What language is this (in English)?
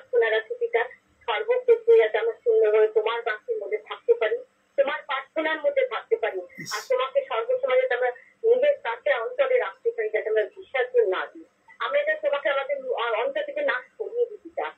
Bangla